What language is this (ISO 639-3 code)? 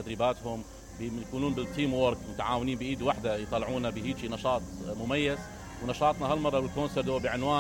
acm